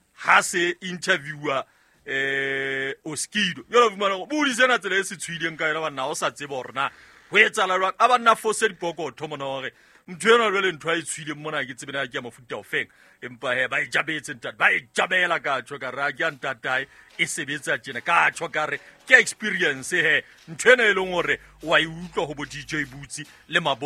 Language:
Southern Sotho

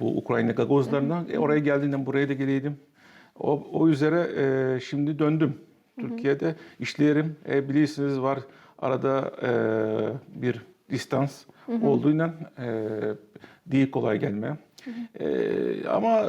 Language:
Gagauz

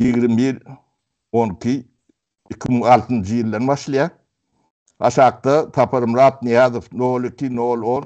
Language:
Turkmen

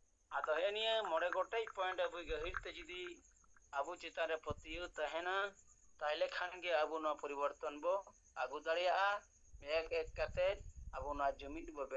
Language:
Santali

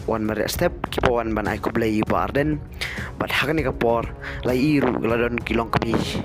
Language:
Khasi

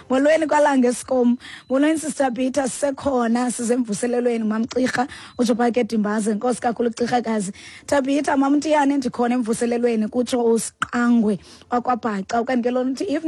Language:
Xhosa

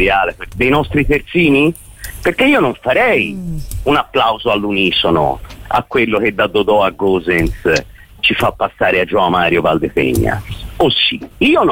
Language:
Italian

